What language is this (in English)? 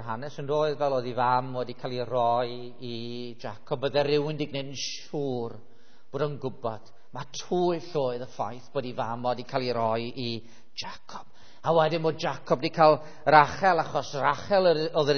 Welsh